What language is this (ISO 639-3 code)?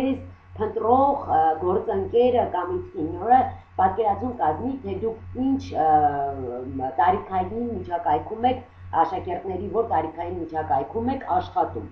hye